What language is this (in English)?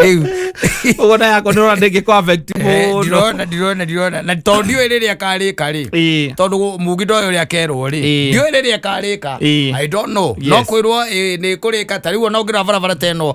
Kikuyu